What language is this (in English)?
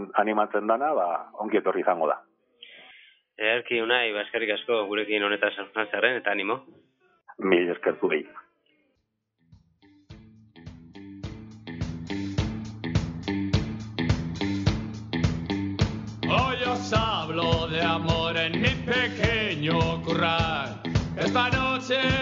Basque